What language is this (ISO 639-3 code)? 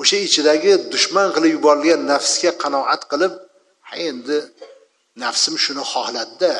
uzb